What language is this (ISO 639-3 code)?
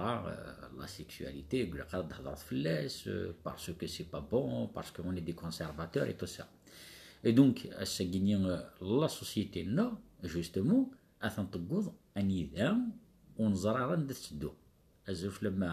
kab